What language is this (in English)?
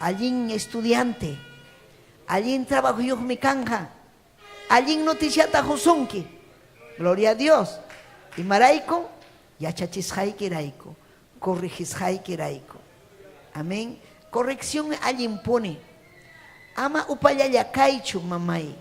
Ayacucho Quechua